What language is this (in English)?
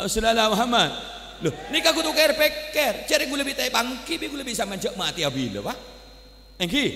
Madurese